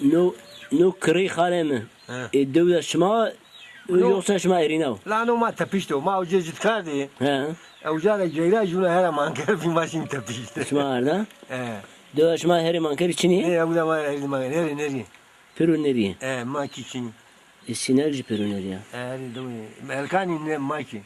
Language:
Zaza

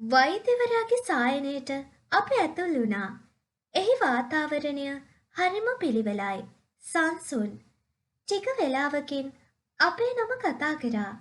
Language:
Sinhala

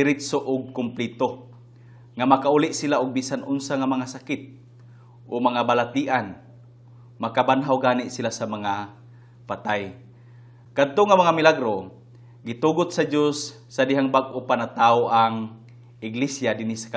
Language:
Cebuano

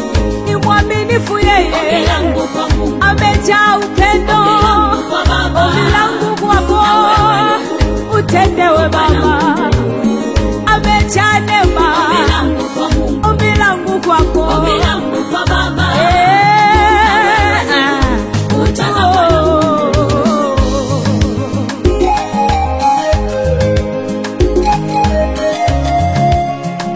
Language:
Swahili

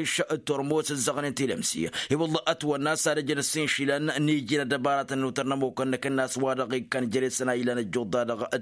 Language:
Tamasheq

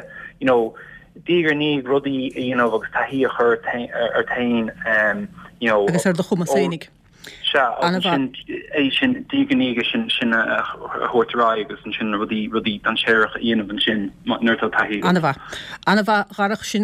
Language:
Irish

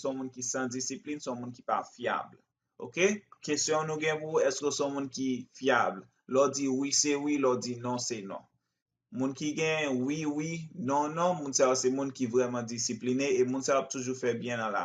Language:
Haitian Creole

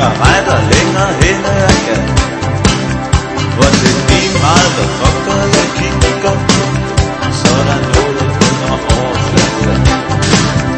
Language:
Danish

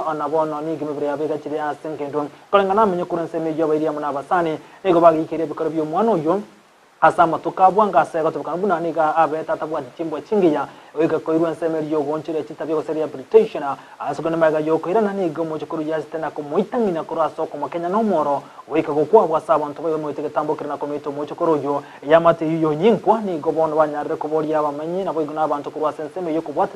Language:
Gusii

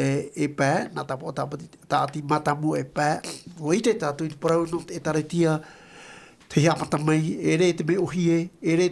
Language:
Tahitian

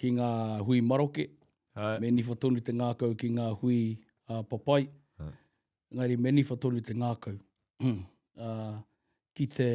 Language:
Māori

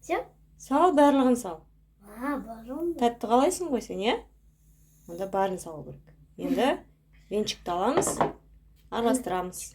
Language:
Kazakh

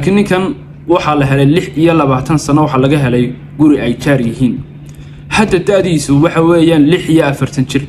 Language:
Somali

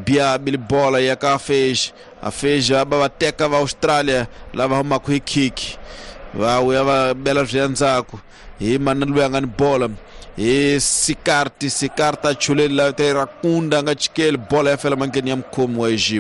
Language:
Tsonga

